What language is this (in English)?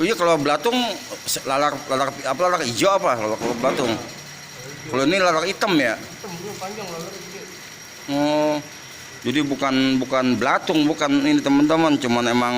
Betawi